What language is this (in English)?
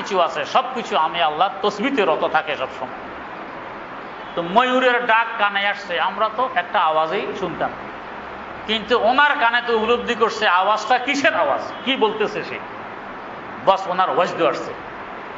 Bangla